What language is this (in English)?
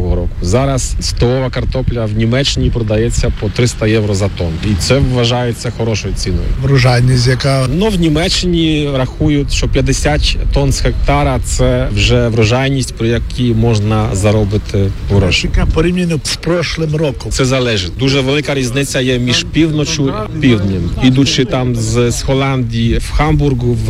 Ukrainian